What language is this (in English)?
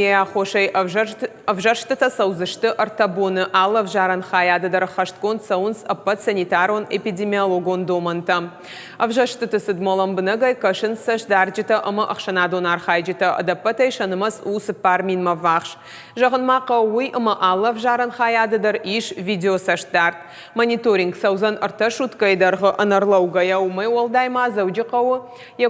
Ossetic